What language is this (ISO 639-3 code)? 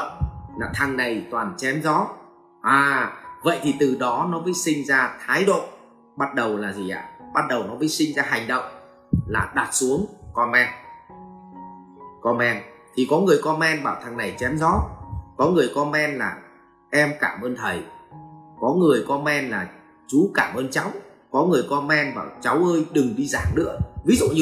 vie